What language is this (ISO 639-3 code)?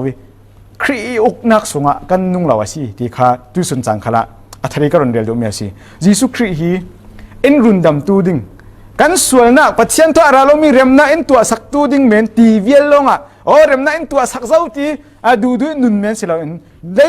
cfm